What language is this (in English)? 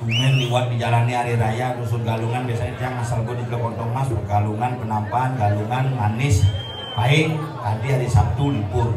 Balinese